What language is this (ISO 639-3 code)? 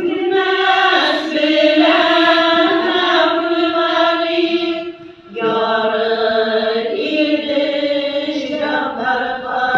tat